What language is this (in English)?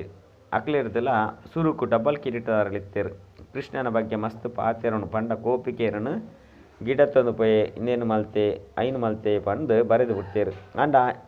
Tulu